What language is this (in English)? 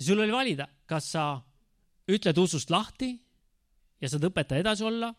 Estonian